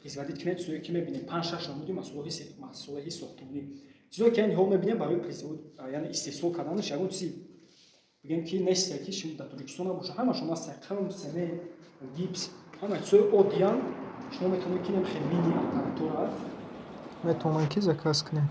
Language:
Tajik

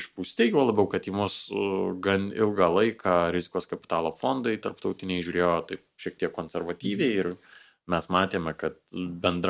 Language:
Lithuanian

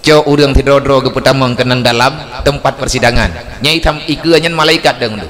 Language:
Achinese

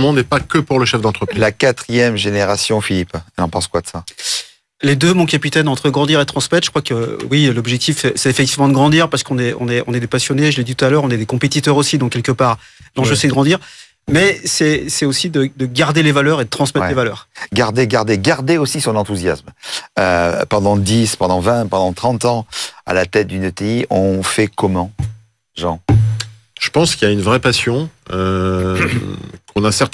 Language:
French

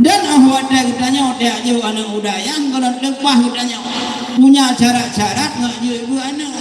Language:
Achinese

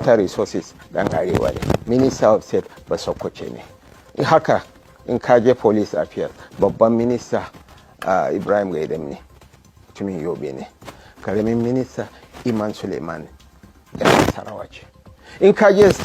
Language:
Hausa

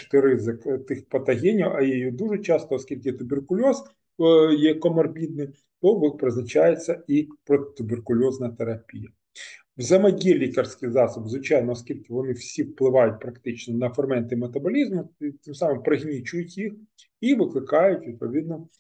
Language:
Ukrainian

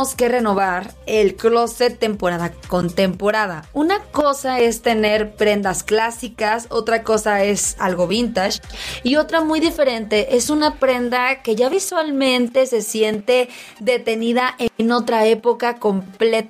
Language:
Spanish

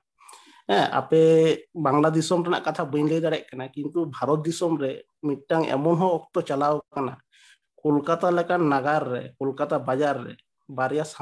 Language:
Santali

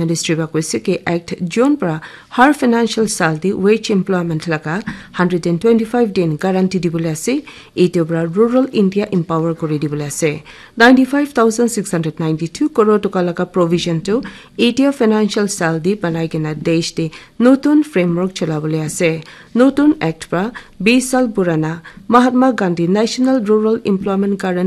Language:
Naga Pidgin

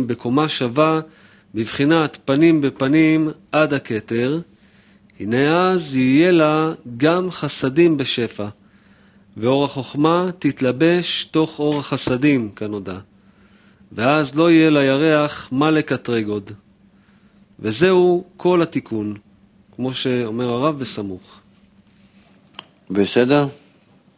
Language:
Hebrew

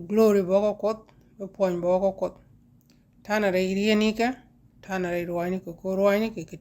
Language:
Nuer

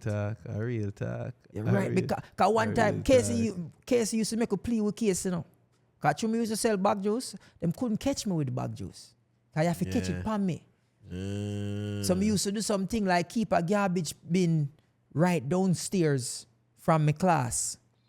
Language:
Jamaican Creole English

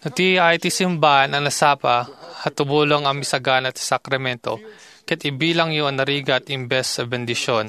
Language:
Iloko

